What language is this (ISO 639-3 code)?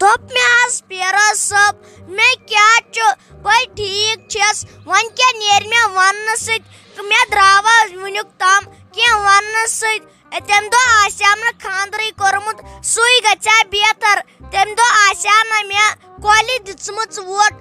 kas